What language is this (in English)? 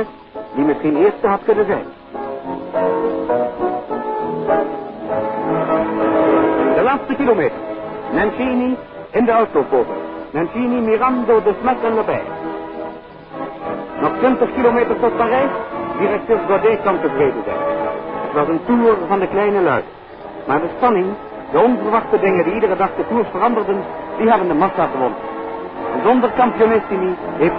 Dutch